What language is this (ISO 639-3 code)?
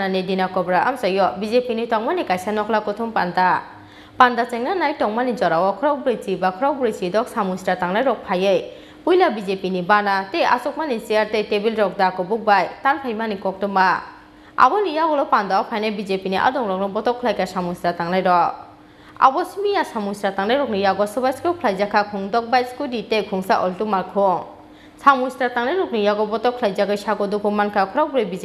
trp